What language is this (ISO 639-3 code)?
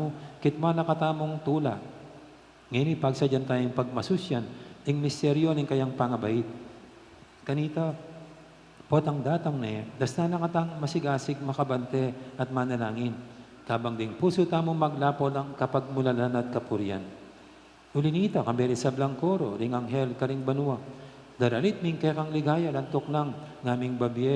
pam